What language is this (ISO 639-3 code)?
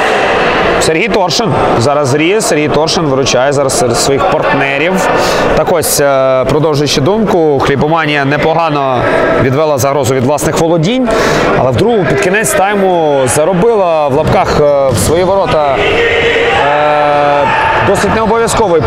ukr